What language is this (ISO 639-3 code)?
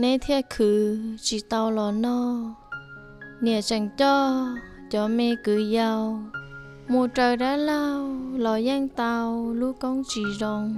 hmn